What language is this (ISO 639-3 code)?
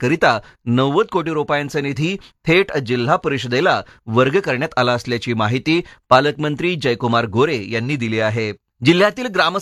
mar